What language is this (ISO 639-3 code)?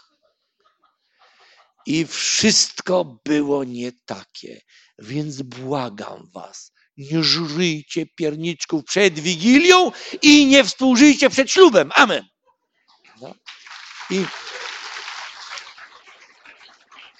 pol